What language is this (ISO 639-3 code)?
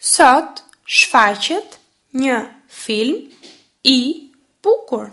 sqi